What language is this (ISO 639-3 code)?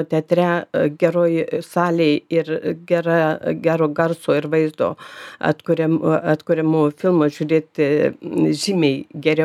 lit